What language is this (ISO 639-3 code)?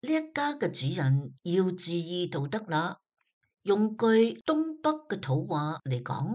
yue